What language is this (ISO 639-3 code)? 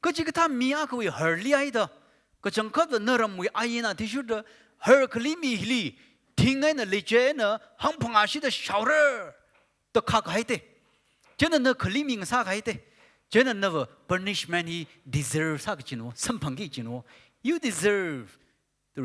nmf